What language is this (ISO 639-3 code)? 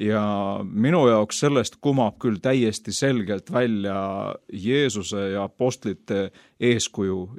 est